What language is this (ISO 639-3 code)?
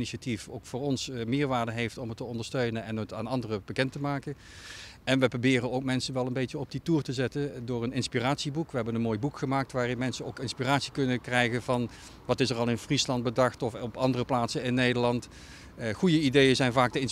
nld